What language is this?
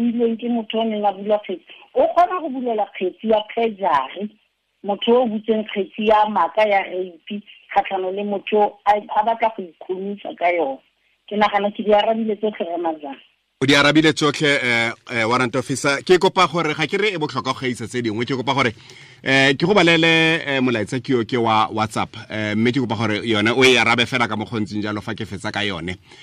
Tswana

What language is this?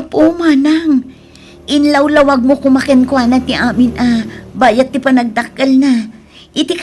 Iloko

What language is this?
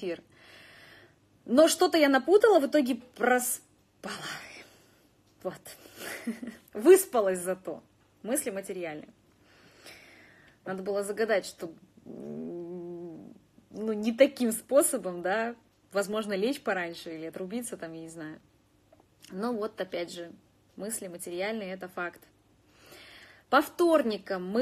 Russian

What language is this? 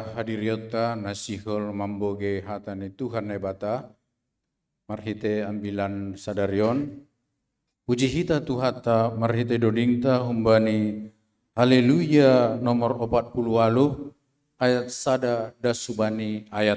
Batak Simalungun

